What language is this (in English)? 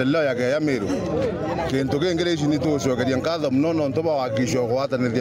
Meru